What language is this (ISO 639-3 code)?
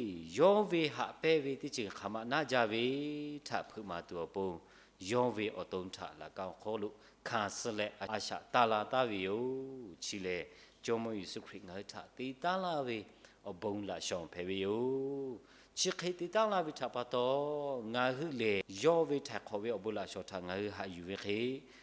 lhu